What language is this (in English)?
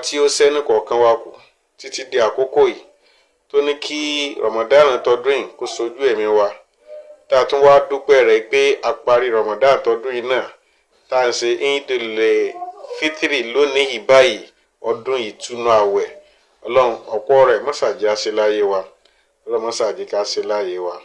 Yoruba